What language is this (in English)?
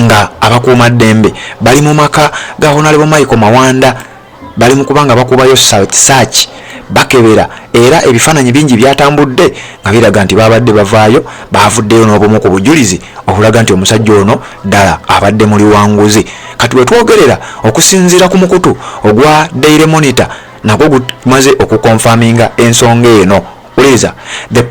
Ganda